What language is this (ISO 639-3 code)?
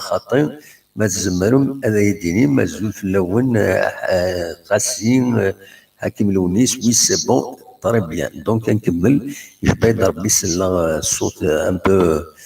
kab